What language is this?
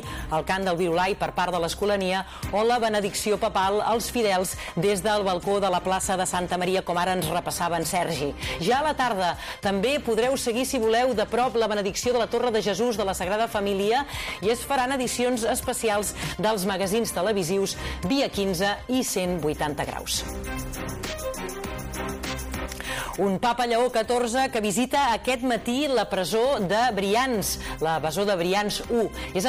Catalan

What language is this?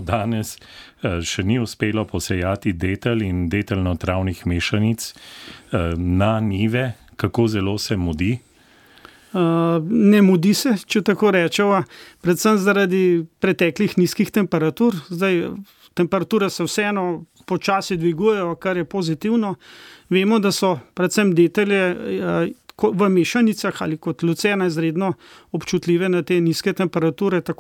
Slovenian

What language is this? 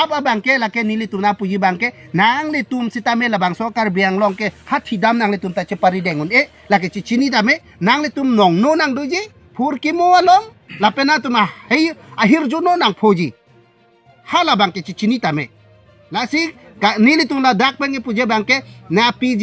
Karbi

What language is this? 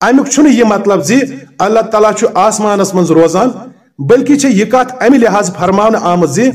Kashmiri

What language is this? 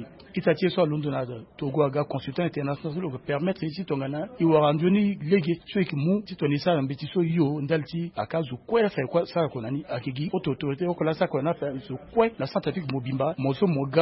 Sango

